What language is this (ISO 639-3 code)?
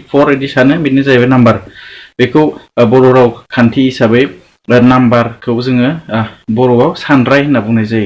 brx